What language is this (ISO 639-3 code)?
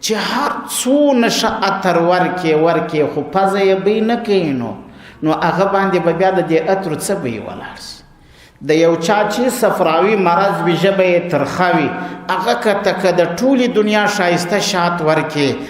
pus